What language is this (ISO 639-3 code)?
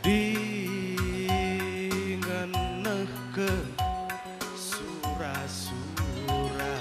btx